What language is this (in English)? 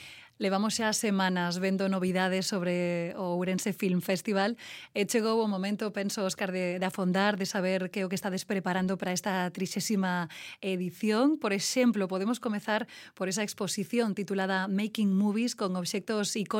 Galician